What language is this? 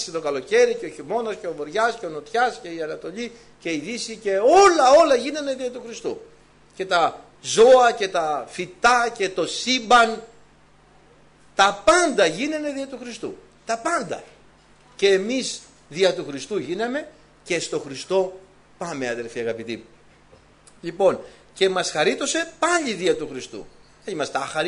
Greek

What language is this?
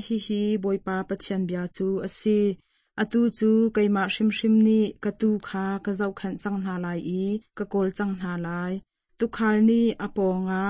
Hakha Chin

